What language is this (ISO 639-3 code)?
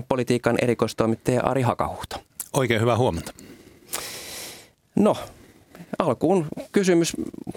fin